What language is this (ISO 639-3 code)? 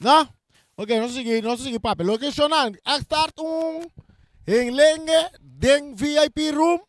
pap